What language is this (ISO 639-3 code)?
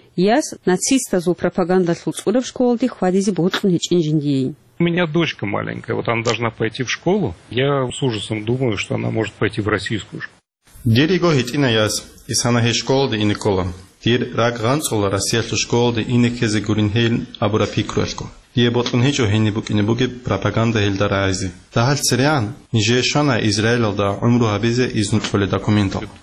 ava